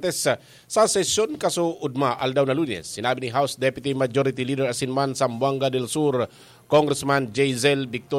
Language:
Bikol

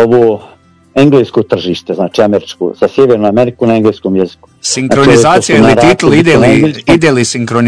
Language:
Croatian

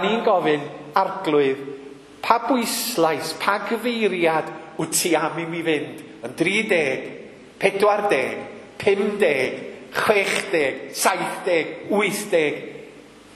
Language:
Welsh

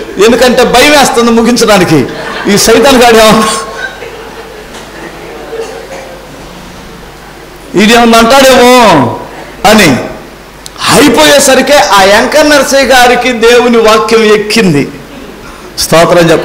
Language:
Telugu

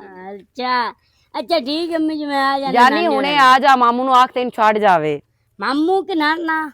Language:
Western Panjabi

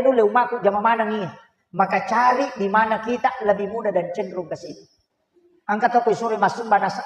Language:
Buginese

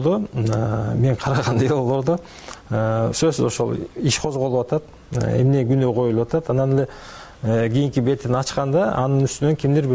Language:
Kyrgyz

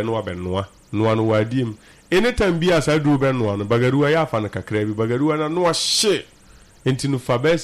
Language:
Akan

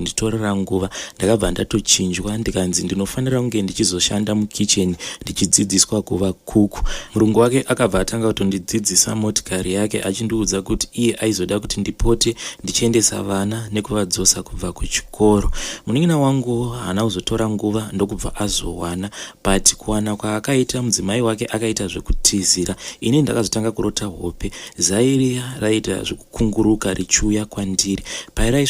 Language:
Shona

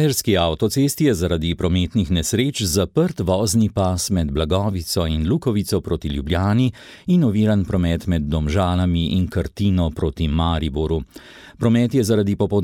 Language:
Slovenian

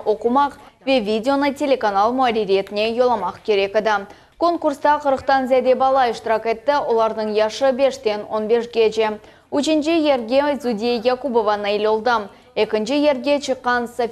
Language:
Crimean Tatar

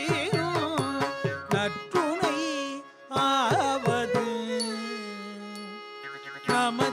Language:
Tamil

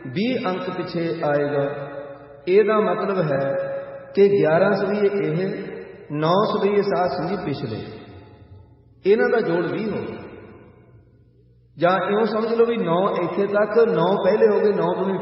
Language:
Punjabi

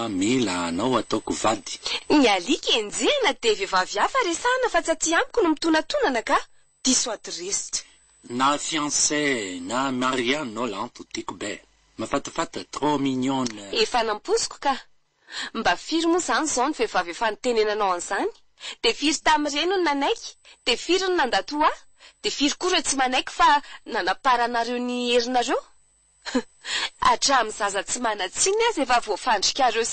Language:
Malagasy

